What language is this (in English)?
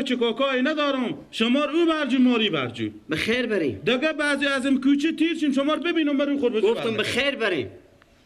Persian